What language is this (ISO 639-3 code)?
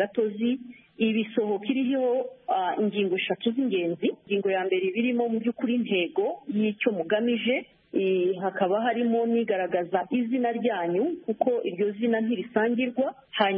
kin